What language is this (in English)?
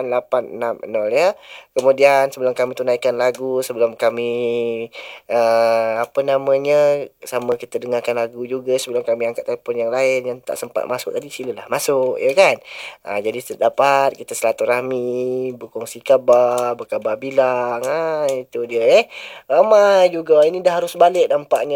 Malay